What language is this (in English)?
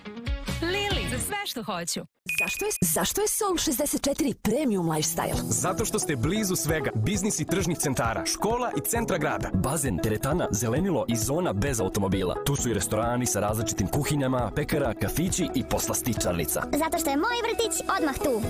Serbian